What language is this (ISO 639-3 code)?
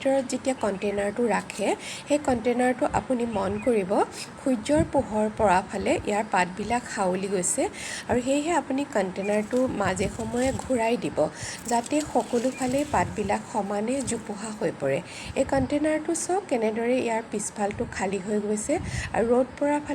asm